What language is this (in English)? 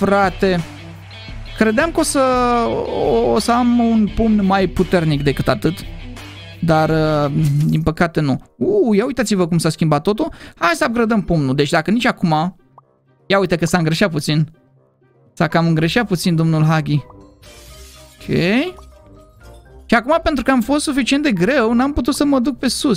Romanian